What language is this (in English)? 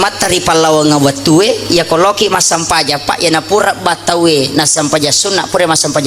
Buginese